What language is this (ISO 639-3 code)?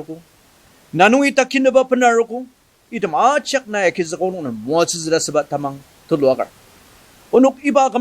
njo